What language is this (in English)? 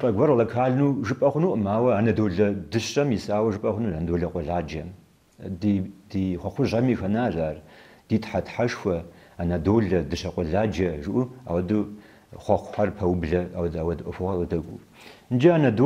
Kabardian